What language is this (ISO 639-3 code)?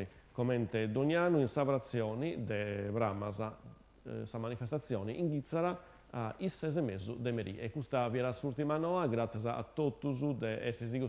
srd